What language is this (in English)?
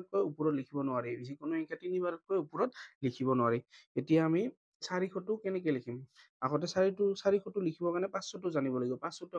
Assamese